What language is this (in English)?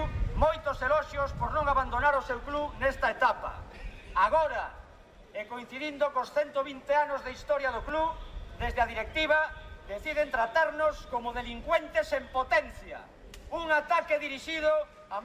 Galician